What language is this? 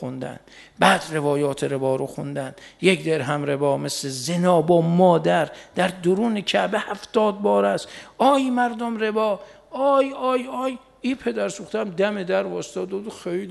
Persian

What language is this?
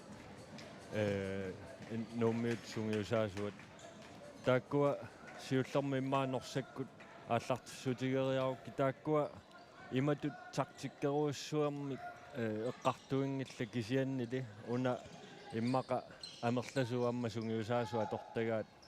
Kalaallisut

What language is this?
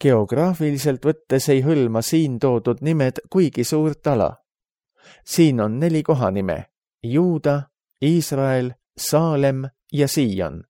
Estonian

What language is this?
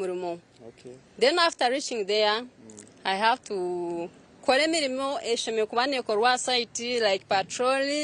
Nyankole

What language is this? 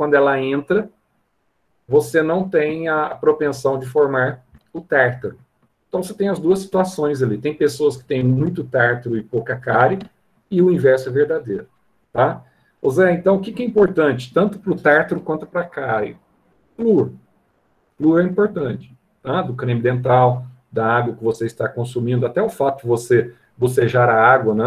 Portuguese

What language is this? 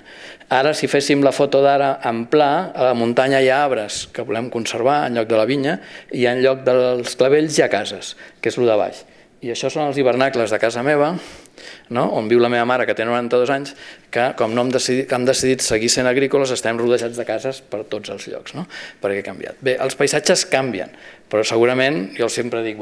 Catalan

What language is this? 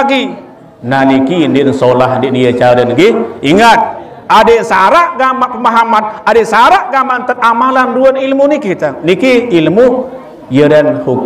Sasak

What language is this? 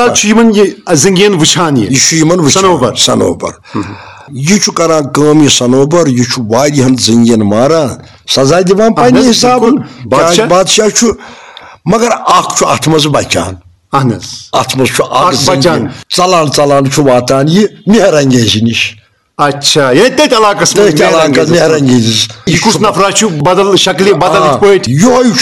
Kashmiri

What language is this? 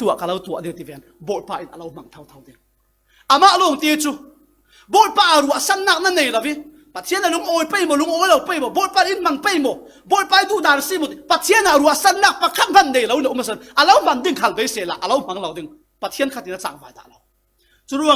Falam Chin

